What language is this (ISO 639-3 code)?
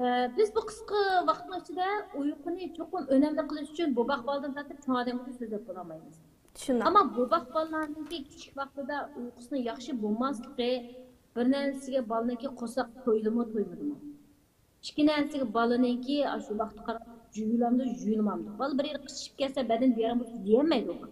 uig